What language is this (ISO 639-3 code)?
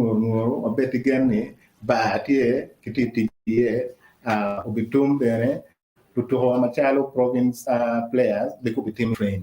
ach